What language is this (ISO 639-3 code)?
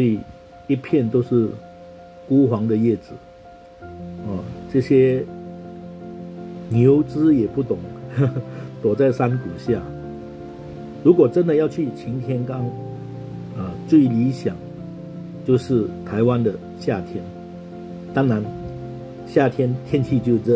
zho